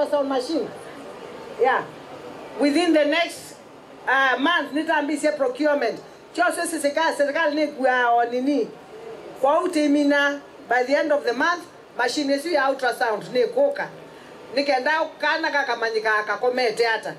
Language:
Kamba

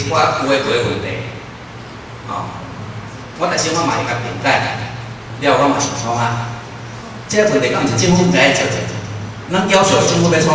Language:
Min Nan Chinese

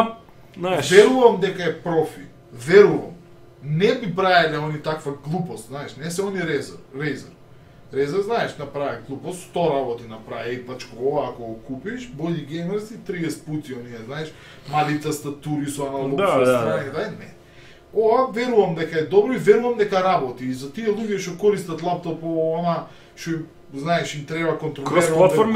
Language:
Macedonian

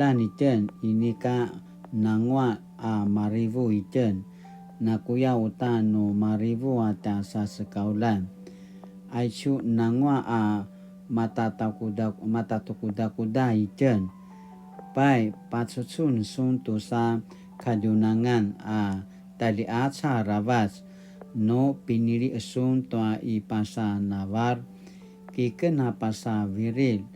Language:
Paiwan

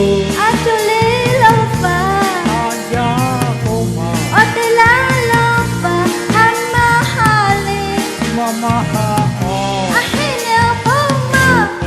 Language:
Lahu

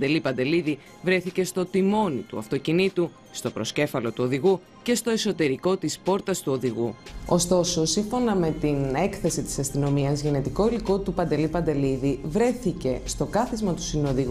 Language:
Greek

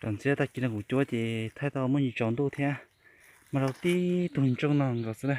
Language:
Hmong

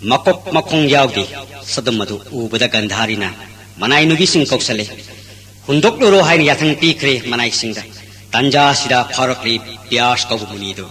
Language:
Manipuri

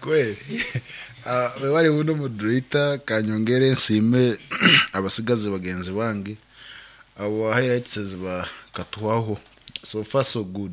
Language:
Nyankole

